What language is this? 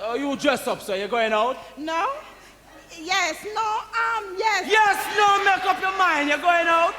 Jamaican Creole English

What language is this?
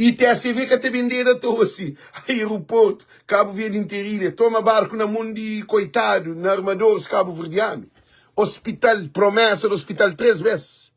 Kabuverdianu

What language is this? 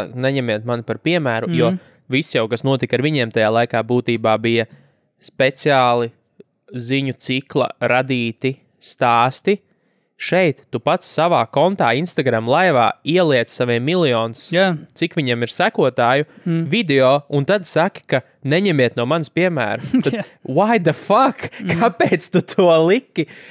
Latvian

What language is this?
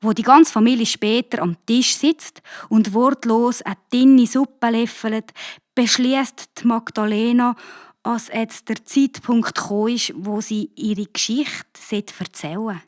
Swiss German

